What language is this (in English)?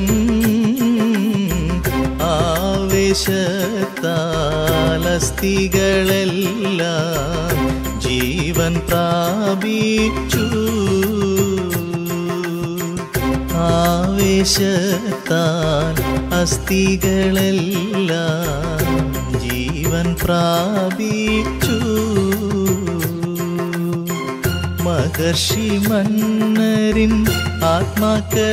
Malayalam